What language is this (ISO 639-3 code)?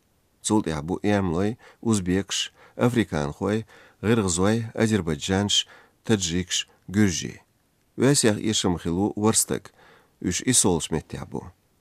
che